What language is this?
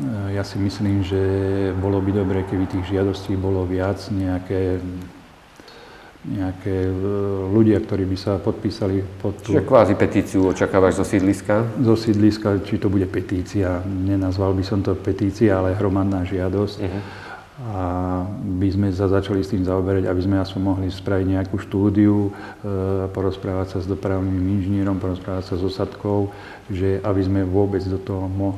Slovak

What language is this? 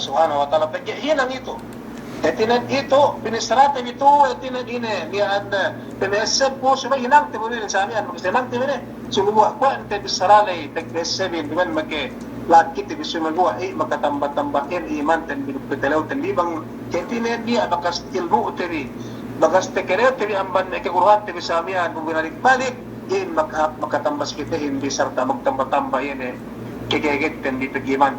Yakan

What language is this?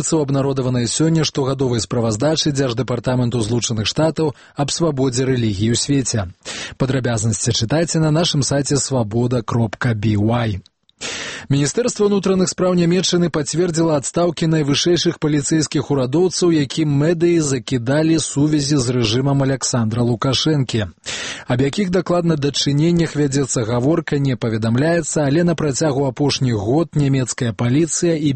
Belarusian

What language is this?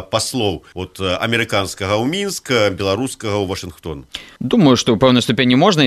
Belarusian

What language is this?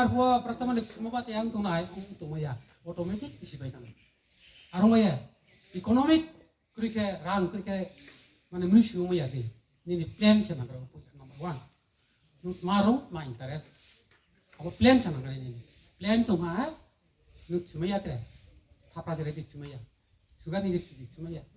Riang (India)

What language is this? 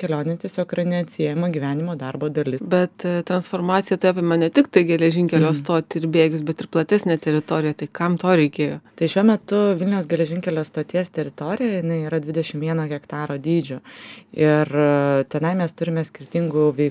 Lithuanian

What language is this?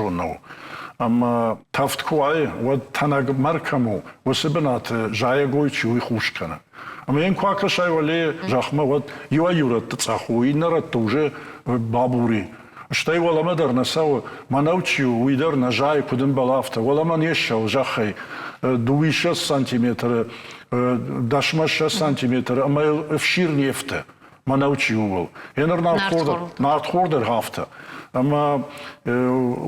Ossetic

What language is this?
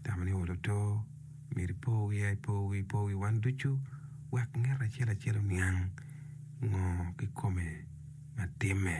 Acoli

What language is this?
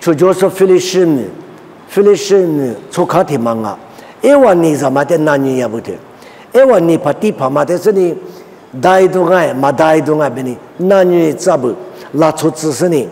Lisu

